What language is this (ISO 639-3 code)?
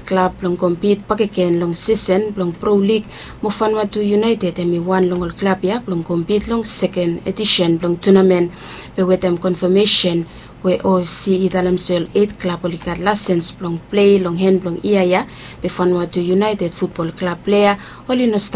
bis